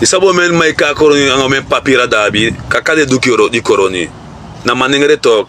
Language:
Sranan Tongo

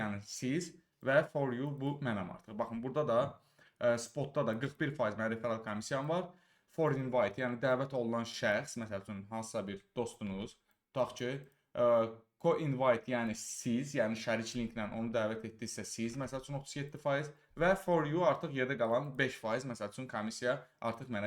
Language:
Azerbaijani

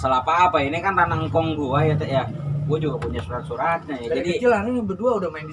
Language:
Betawi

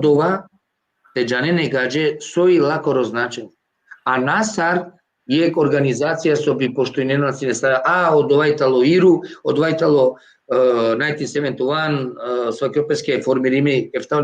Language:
Balkan Romani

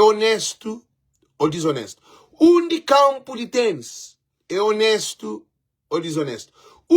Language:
Kabuverdianu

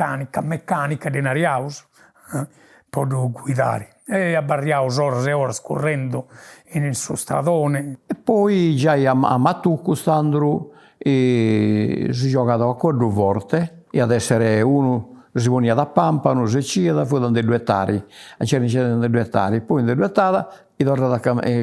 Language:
Sardinian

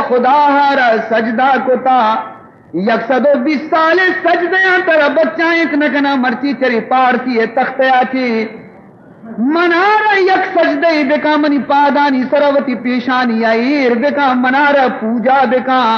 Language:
Baluchi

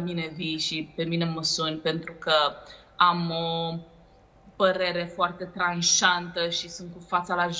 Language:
Romanian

